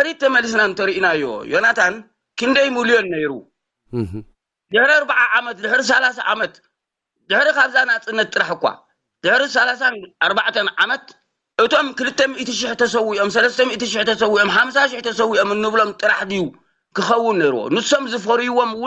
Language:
Tigrinya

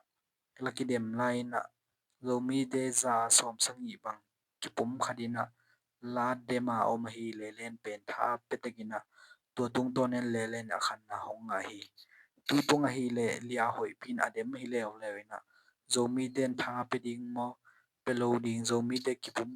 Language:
Tedim Chin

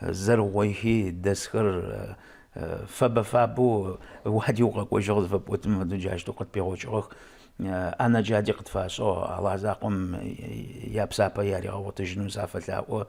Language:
Adyghe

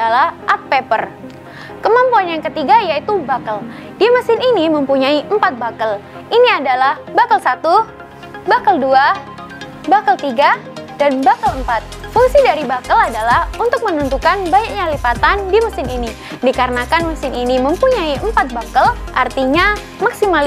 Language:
Indonesian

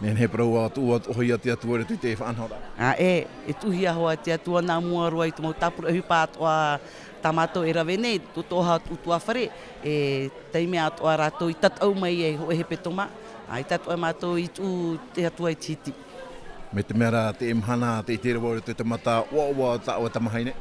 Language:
Tahitian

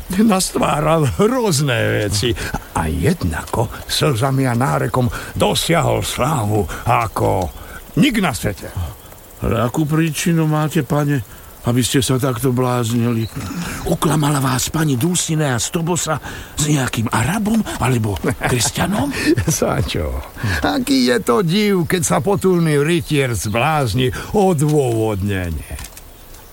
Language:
Slovak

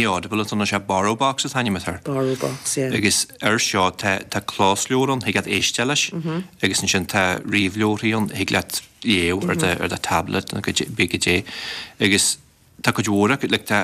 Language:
Irish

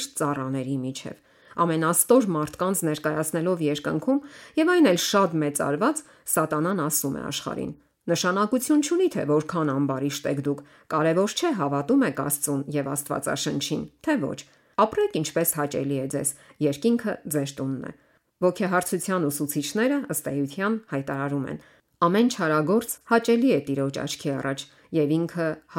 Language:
Armenian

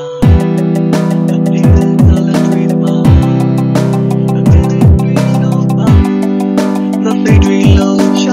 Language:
Burmese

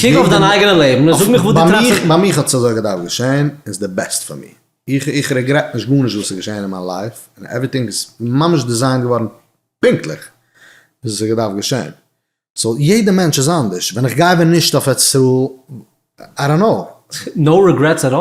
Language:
Yiddish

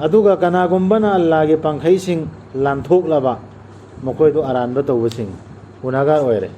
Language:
Manipuri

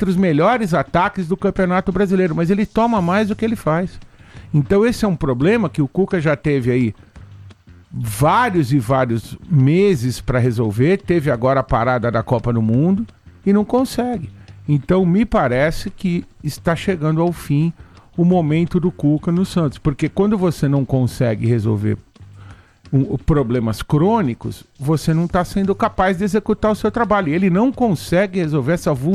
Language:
Portuguese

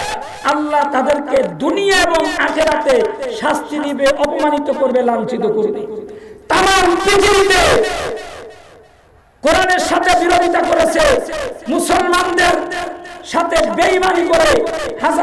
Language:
Bangla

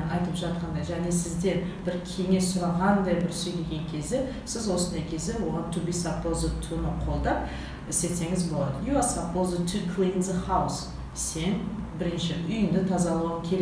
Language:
Kazakh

